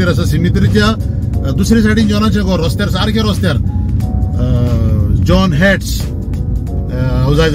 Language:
Konkani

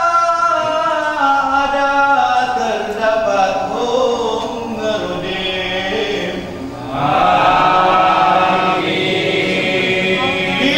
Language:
Indonesian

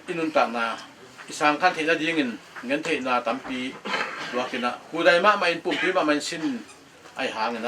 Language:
Tedim Chin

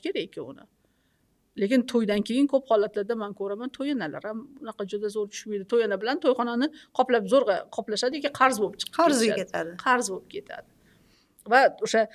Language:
Uzbek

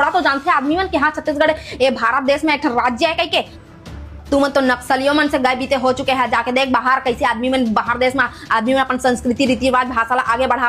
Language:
Chhattisgarhi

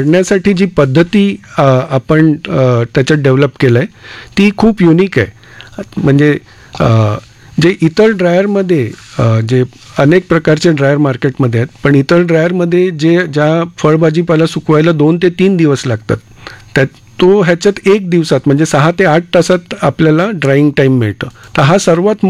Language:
Marathi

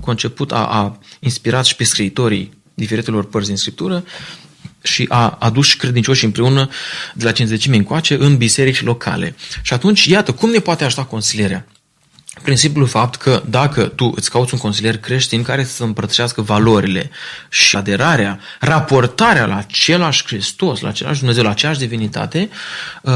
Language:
Romanian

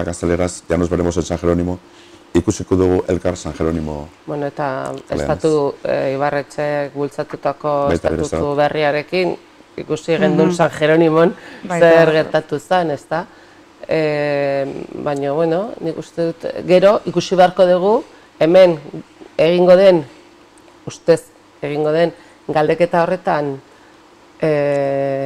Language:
Basque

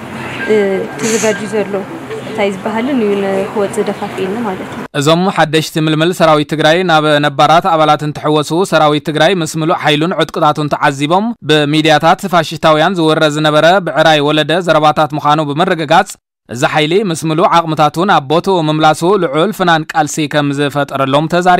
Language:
Tigrinya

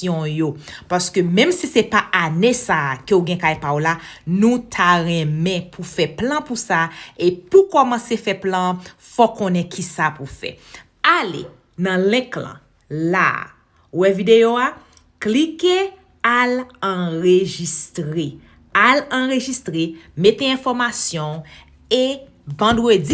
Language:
Haitian Creole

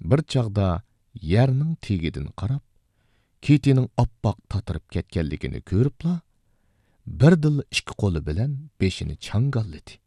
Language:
Uyghur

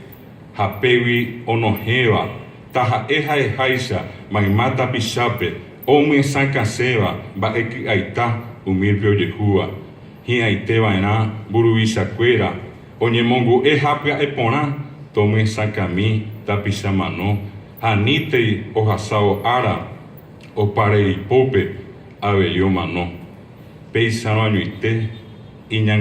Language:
Guarani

